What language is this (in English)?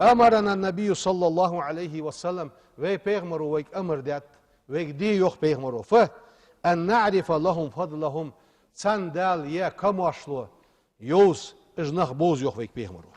Ingush